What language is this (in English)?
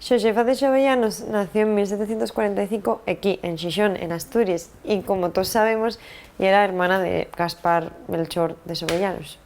Asturian